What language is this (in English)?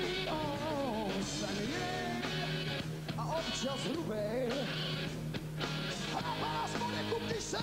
Czech